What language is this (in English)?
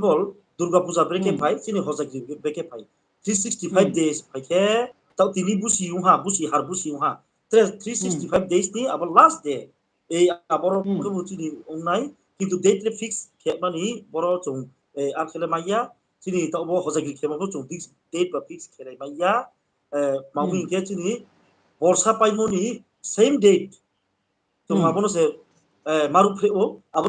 Riang (India)